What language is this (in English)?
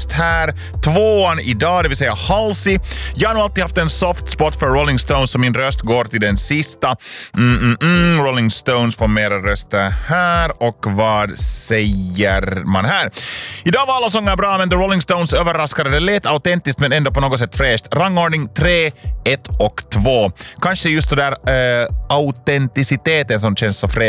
Swedish